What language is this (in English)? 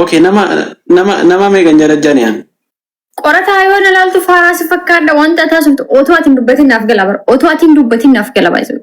Oromo